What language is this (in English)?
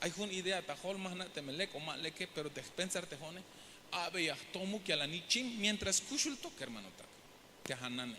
Tzeltal